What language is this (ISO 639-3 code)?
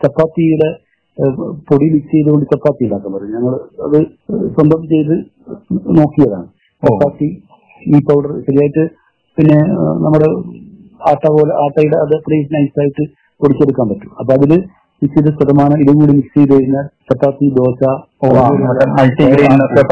mal